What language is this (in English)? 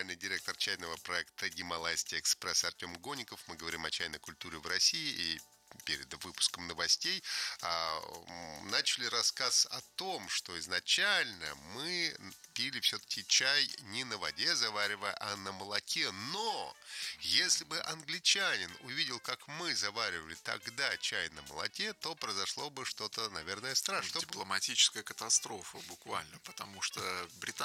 Russian